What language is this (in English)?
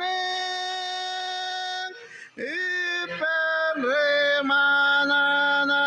Marshallese